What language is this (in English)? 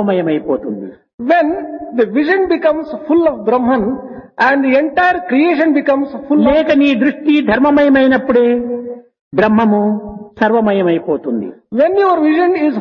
Telugu